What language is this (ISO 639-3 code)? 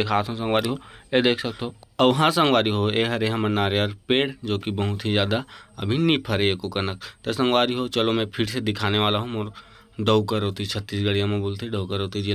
hne